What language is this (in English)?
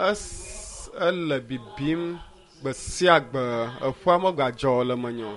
Ewe